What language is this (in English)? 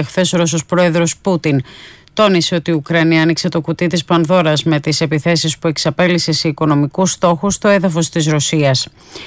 Greek